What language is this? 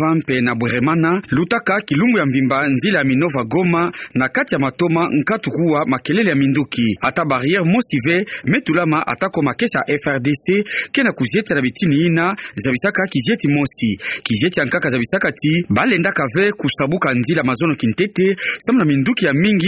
Kituba (Democratic Republic of Congo)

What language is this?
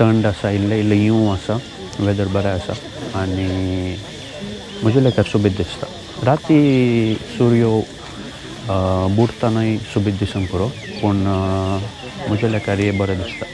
Konkani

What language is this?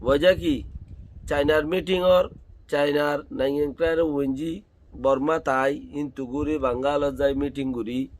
Rohingya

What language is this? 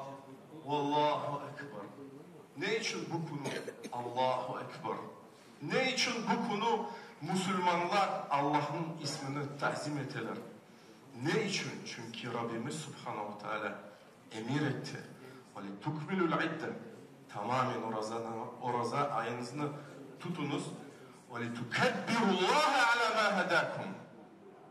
Crimean Tatar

